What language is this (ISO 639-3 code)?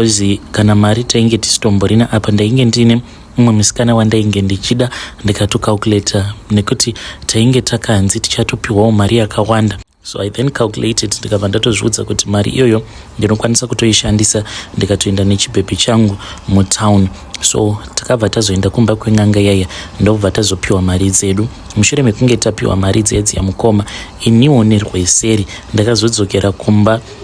sna